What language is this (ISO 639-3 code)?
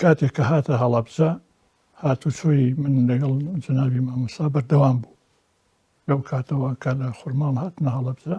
ckb